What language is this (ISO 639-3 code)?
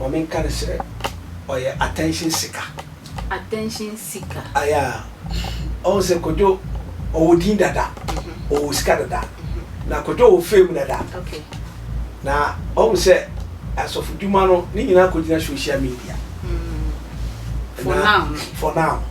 aka